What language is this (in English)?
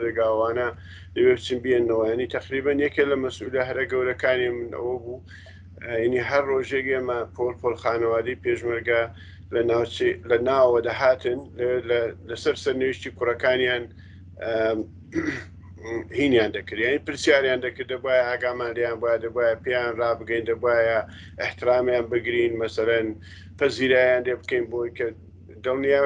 Central Kurdish